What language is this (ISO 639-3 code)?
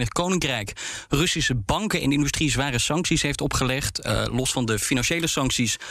nld